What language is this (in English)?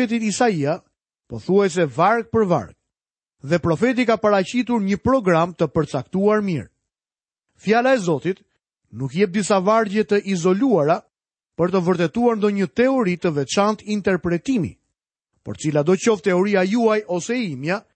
Albanian